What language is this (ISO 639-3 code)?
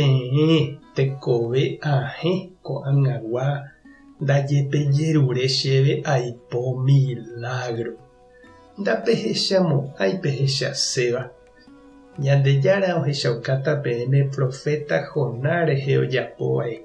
grn